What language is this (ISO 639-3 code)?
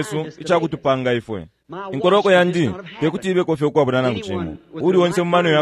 bem